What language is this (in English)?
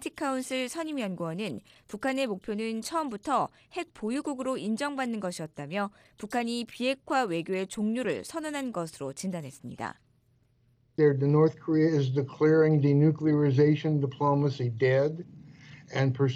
Korean